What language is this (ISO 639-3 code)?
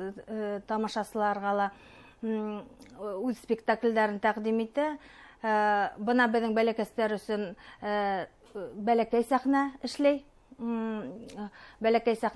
bak